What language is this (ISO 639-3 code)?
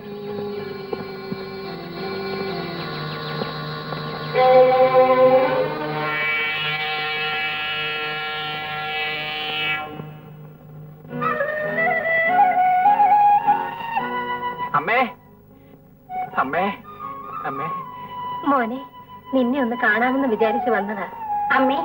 mal